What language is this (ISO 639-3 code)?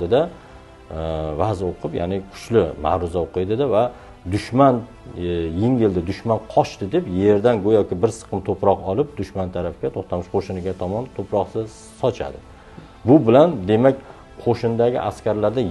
uzb